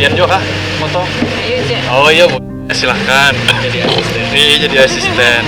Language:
Banjar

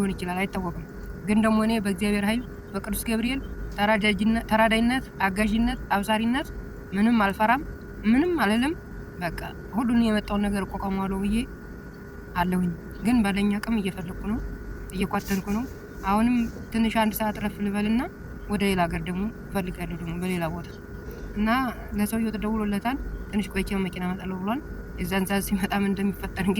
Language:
Amharic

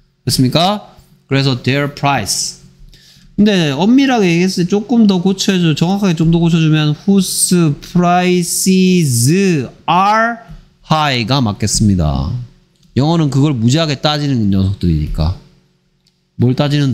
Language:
Korean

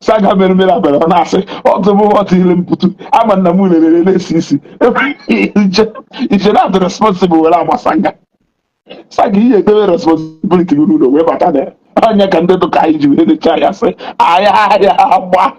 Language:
Igbo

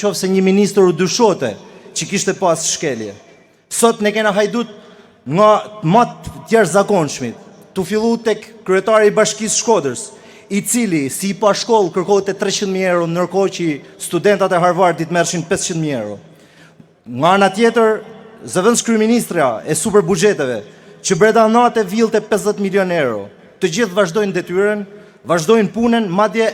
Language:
Albanian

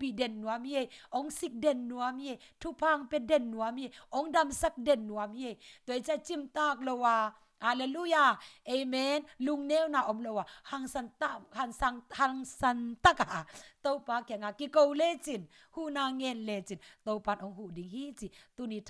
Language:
Tedim Chin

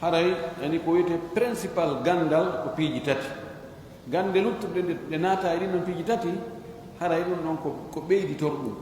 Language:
Fula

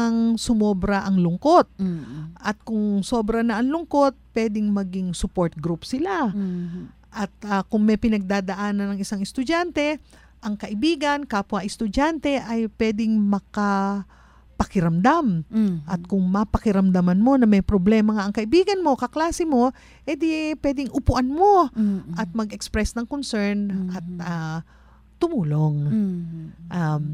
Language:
Filipino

